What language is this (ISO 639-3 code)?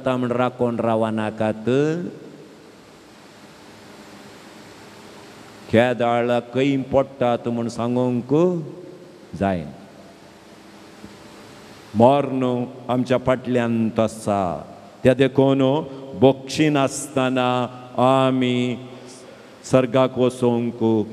kok